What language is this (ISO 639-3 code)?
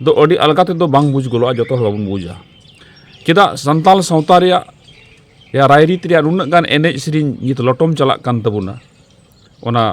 sat